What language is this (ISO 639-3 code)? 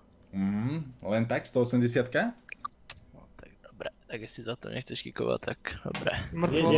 slk